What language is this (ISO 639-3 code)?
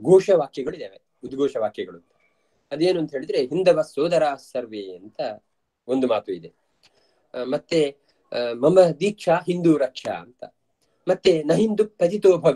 kan